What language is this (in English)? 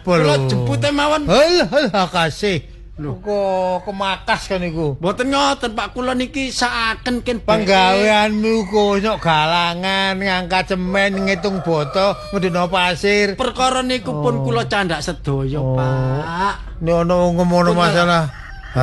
Javanese